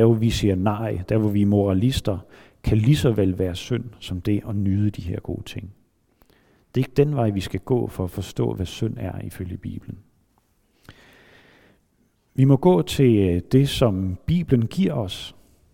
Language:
Danish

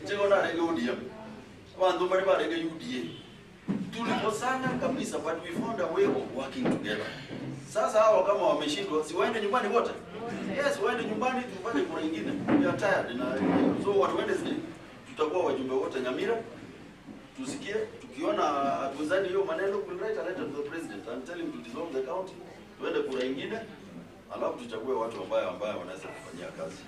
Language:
Gusii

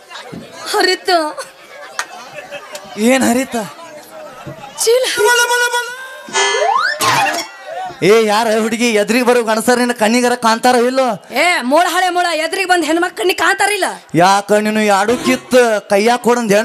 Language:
Kannada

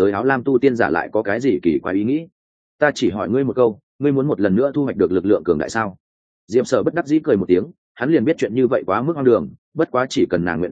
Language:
Vietnamese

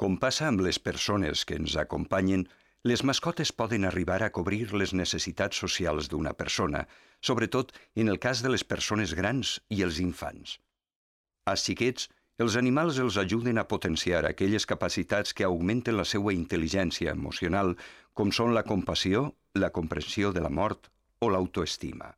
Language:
Catalan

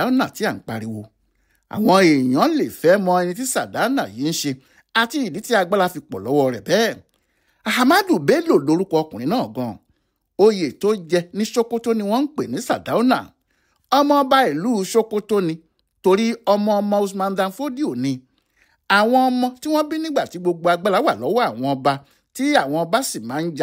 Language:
Yoruba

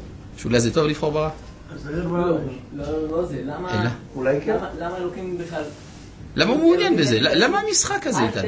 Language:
Hebrew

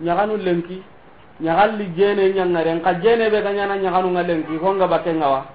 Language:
Soninke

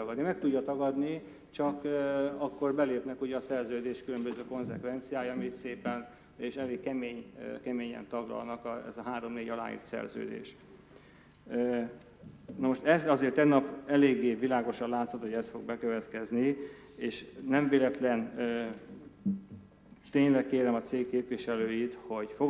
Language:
Hungarian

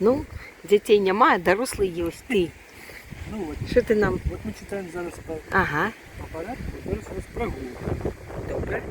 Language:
Belarusian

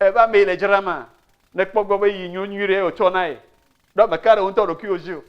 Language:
Ewe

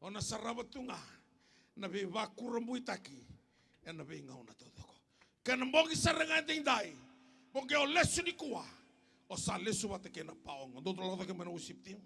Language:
Fijian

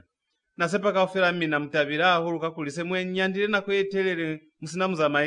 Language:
Lozi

